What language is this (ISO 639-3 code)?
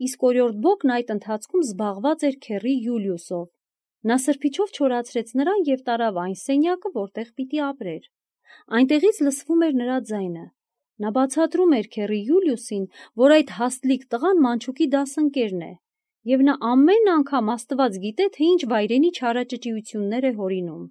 hye